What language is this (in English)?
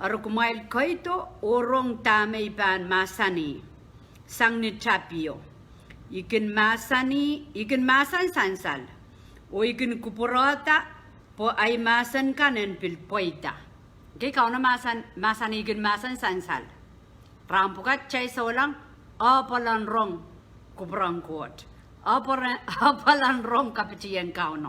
Pohnpeian